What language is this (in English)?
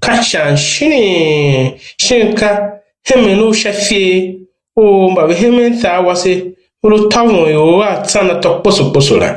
Tiv